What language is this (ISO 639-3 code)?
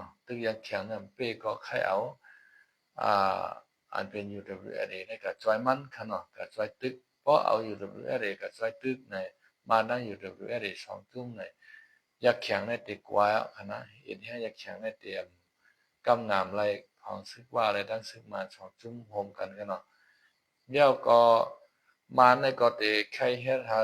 shn